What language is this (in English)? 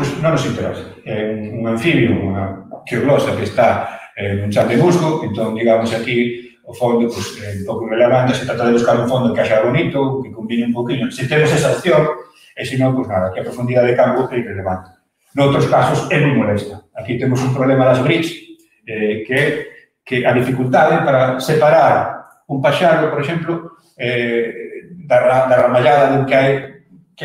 Galician